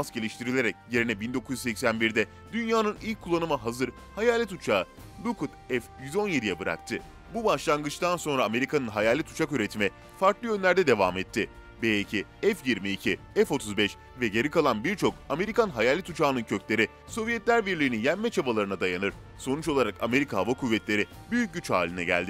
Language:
Turkish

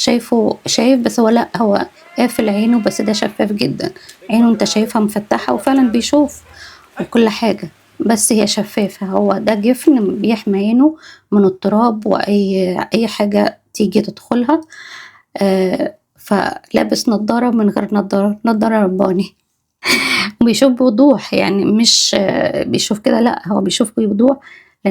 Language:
Egyptian Arabic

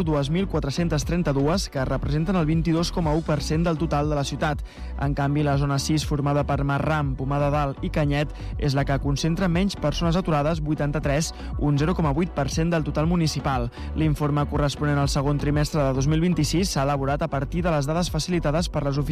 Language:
Catalan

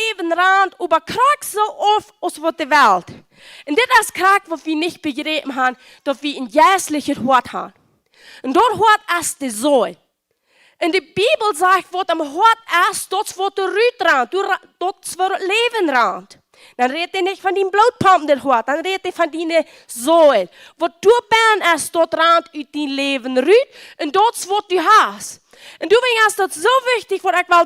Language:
Plautdietsch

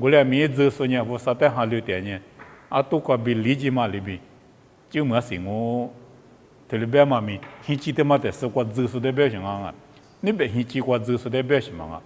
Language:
Lisu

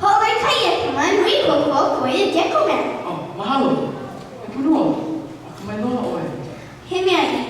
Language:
Hawaiian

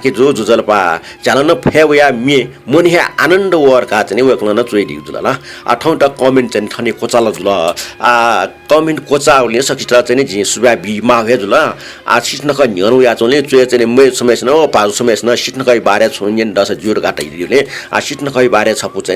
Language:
Newari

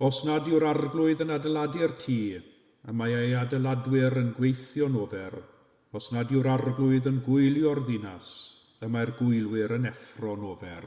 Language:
Welsh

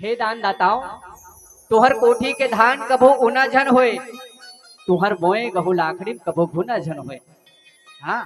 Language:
Chhattisgarhi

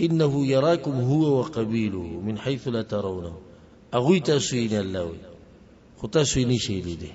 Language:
Pashto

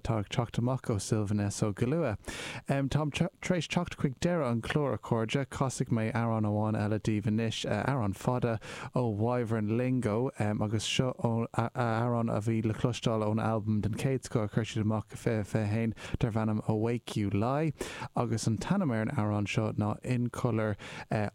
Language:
Irish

